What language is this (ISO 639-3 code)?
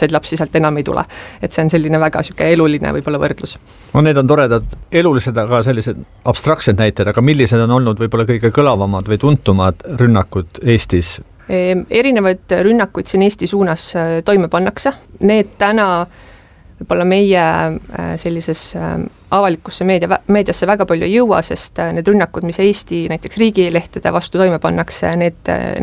est